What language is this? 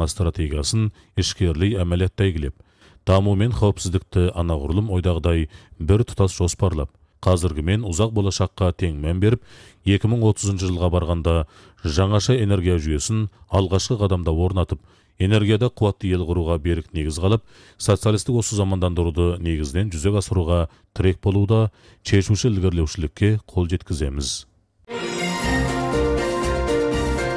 Kazakh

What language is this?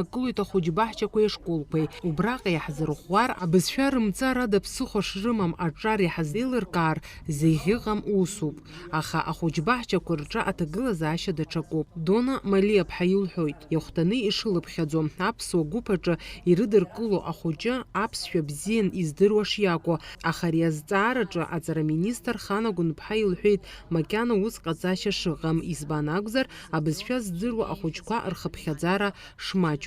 Abkhazian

